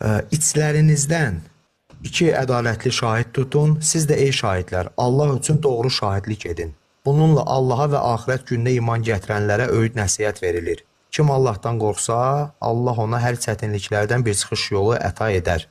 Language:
Azerbaijani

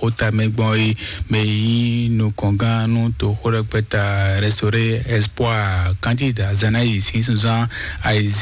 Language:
Fon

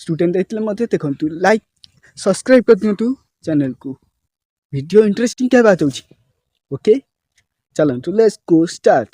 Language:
Odia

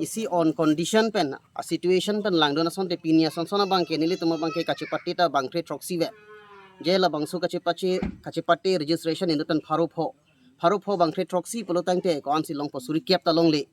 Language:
Karbi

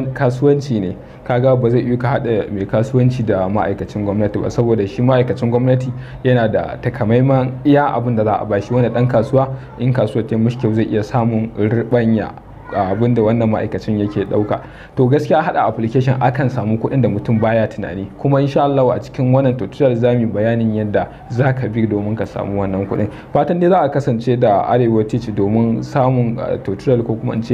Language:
Hausa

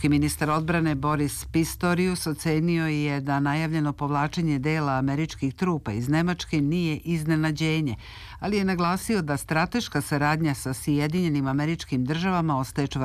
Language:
Serbian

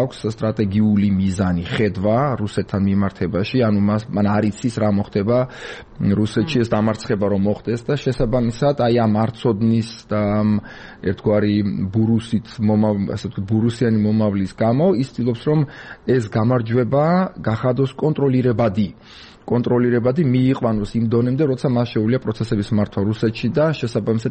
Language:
Georgian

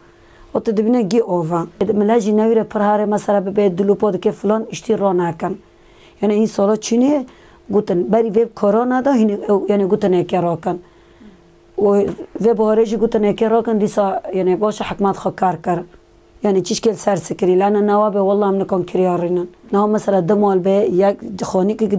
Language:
Kurdish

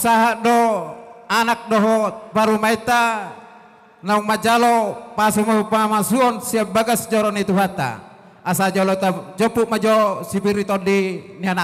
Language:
Batak Toba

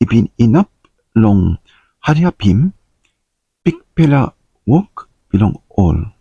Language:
Tok Pisin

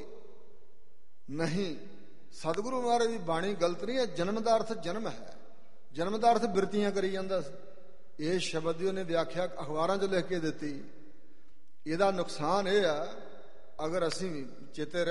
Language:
Punjabi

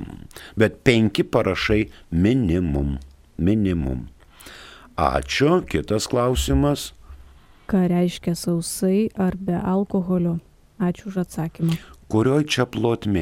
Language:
Lithuanian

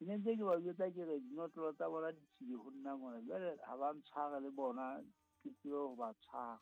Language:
Southern Sotho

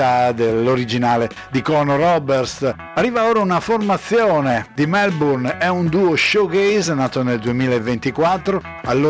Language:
Italian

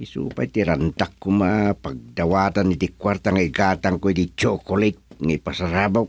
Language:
Iloko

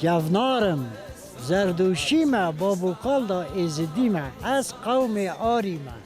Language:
Kurdish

